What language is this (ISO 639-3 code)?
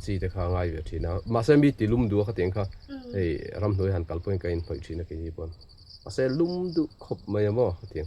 lus